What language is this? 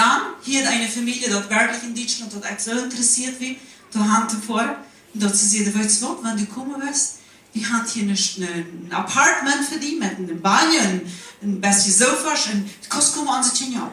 Plautdietsch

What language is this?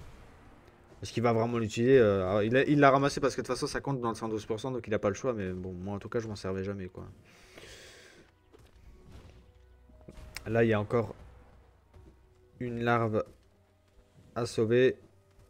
French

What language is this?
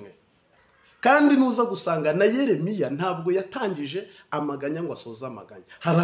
Kinyarwanda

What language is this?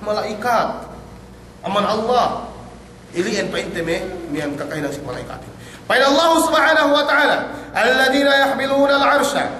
Yakan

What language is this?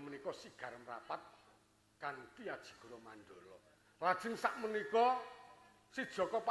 Javanese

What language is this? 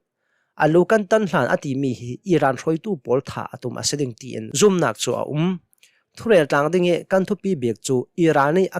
Hakha Chin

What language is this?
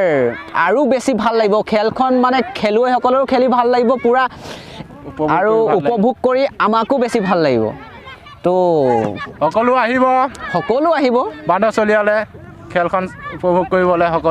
Assamese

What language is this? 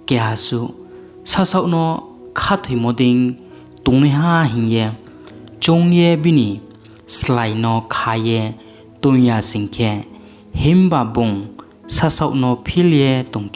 Riang (India)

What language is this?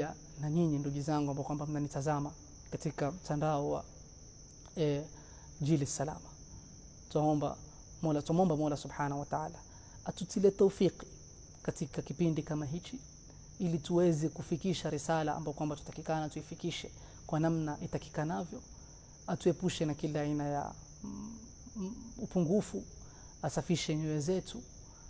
Swahili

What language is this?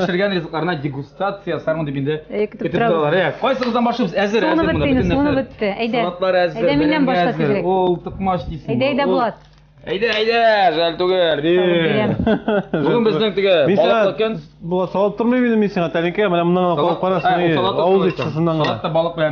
Tatar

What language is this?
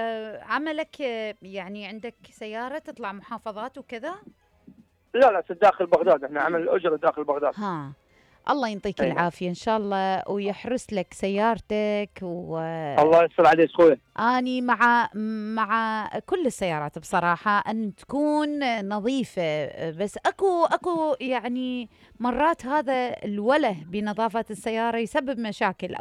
Mesopotamian Arabic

